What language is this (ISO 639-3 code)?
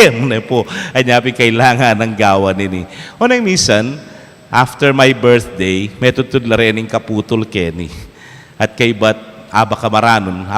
pam